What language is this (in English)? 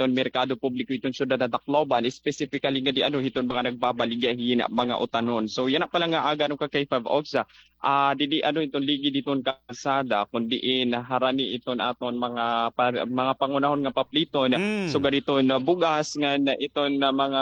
Waray